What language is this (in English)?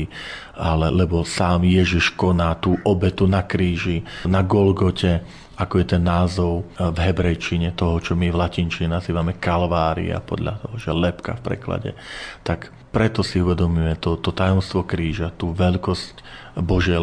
Slovak